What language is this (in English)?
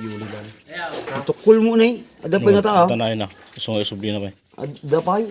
Iloko